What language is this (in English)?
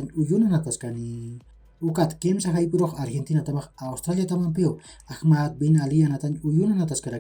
Aymara